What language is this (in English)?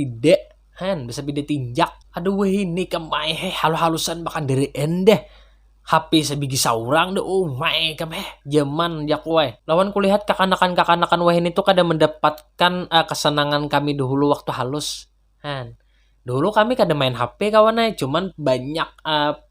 Banjar